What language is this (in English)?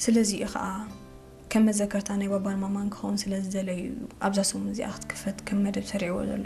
Tigrinya